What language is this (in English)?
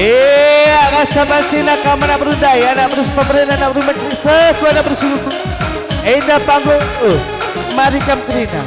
Batak Karo